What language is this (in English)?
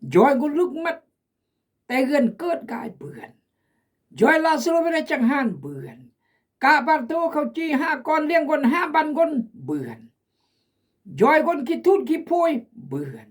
Khmu